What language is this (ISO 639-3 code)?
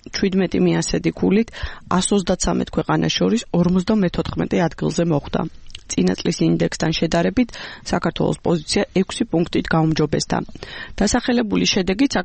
kat